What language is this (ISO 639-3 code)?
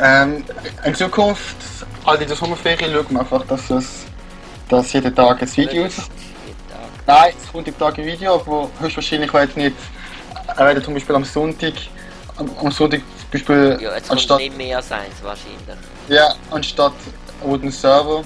gsw